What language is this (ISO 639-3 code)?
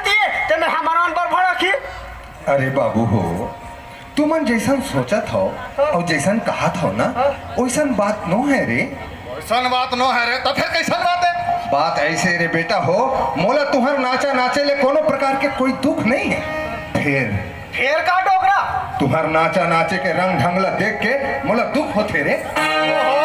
hne